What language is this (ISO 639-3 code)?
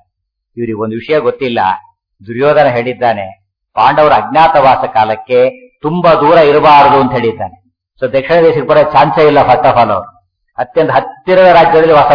kan